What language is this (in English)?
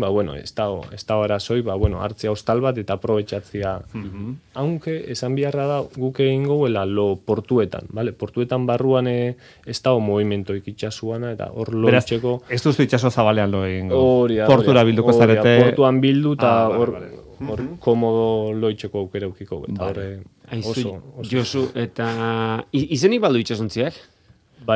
Basque